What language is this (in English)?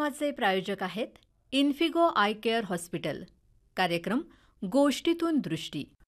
Marathi